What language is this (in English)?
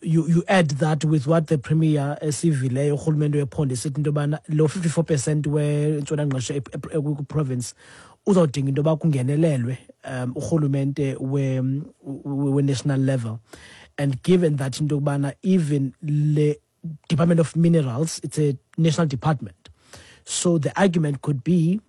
Xhosa